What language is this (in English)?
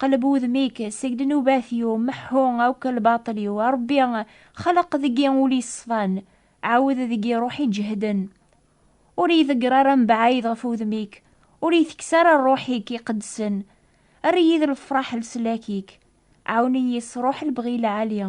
Kabyle